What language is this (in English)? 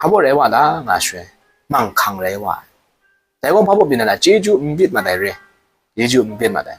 Kachin